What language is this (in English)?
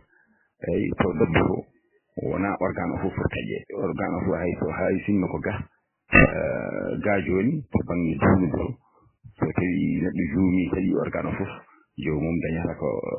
Fula